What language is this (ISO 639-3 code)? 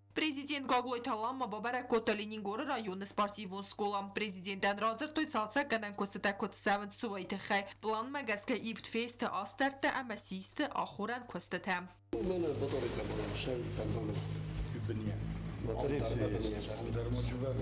oss